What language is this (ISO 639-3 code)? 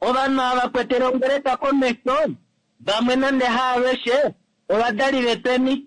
kua